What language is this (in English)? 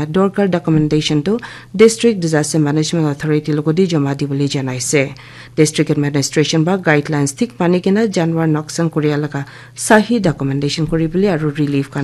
Naga Pidgin